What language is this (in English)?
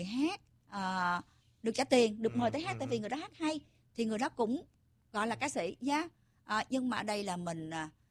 Vietnamese